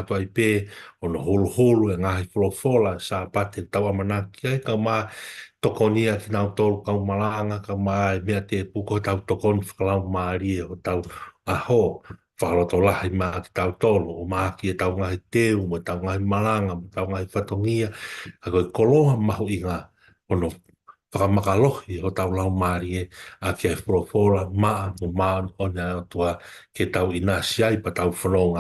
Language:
Tongan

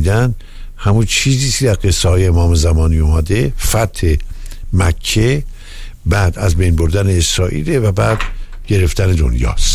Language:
Persian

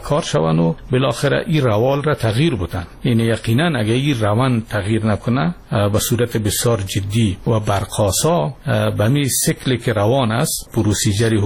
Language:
Persian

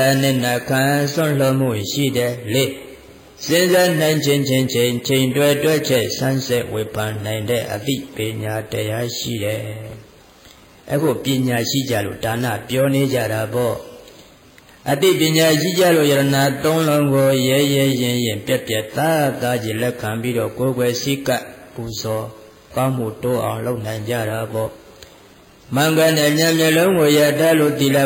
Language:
Burmese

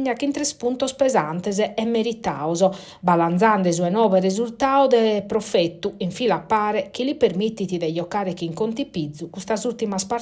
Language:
Sardinian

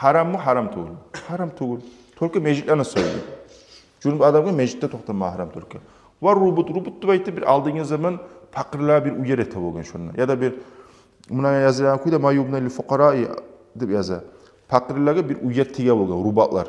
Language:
Kumyk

